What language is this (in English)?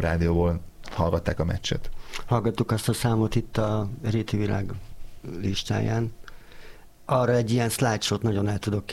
Hungarian